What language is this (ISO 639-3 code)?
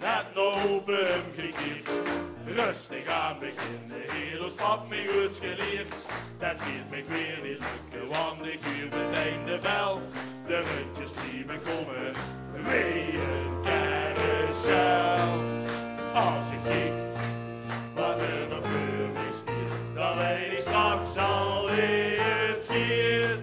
lim